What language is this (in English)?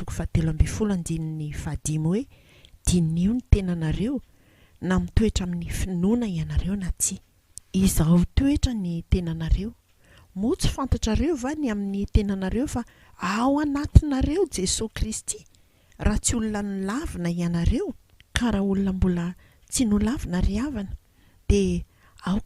Malagasy